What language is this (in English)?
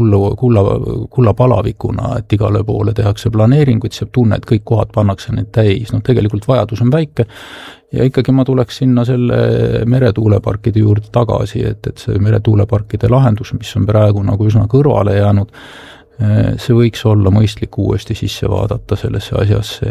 Estonian